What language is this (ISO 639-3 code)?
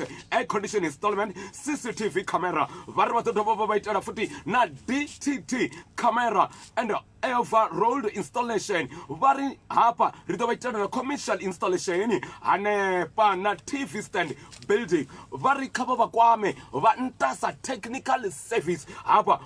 ven